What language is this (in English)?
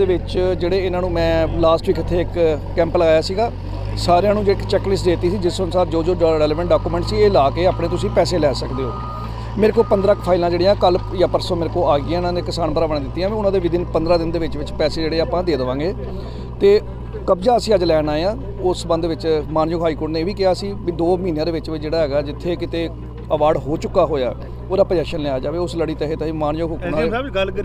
Punjabi